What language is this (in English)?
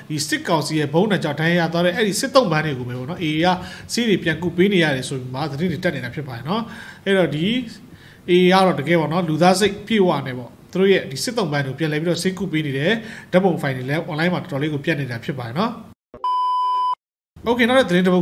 Burmese